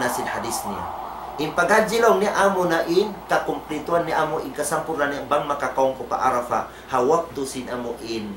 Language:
Tausug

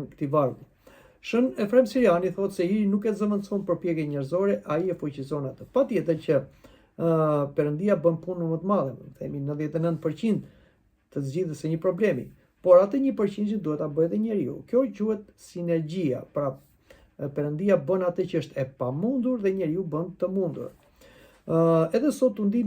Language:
Albanian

